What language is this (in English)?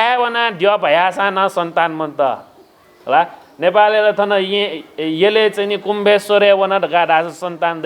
Newari